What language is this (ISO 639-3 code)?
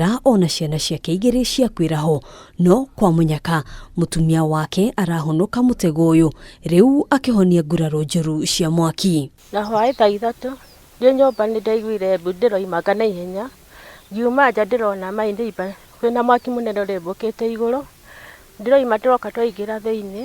kik